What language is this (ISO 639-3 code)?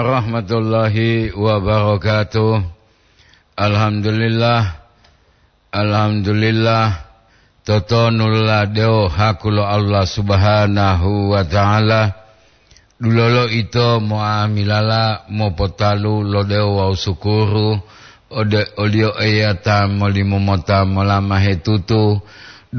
gor